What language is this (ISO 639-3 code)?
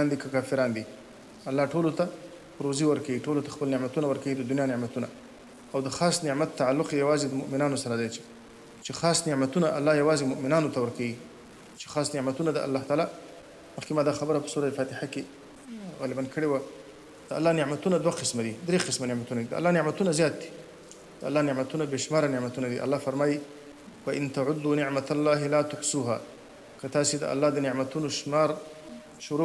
pus